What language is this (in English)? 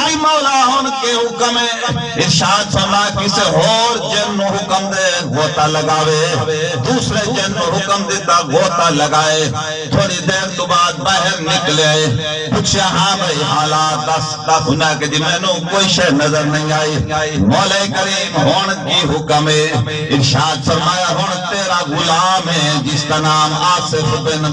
Saraiki